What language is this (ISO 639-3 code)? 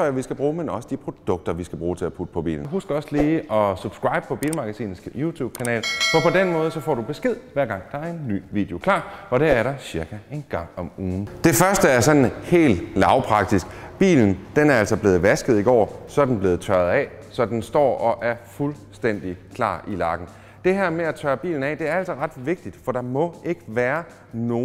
dan